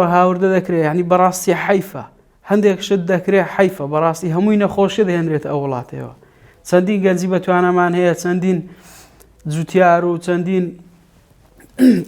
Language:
Central Kurdish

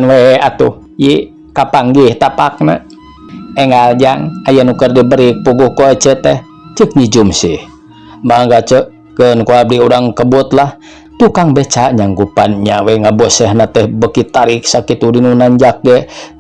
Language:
Sundanese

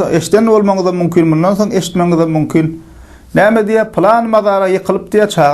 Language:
Turkmen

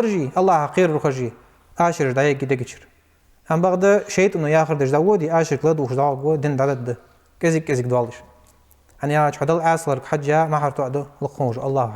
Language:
Ingush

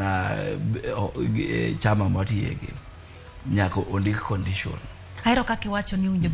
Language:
Luo (Kenya and Tanzania)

